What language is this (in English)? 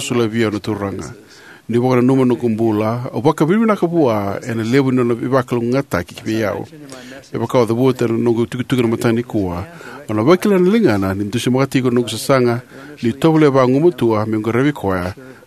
Fijian